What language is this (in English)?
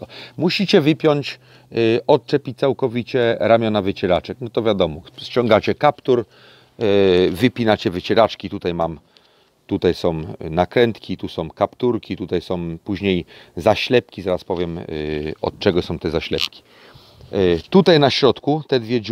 Polish